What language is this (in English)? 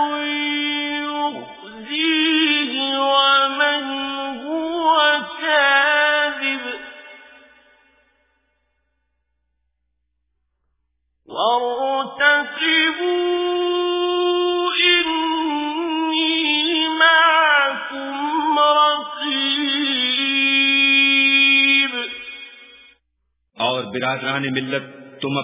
Urdu